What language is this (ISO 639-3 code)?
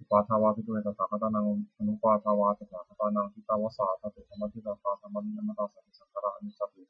pli